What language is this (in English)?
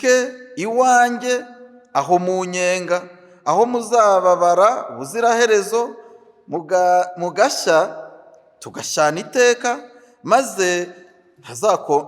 Kinyarwanda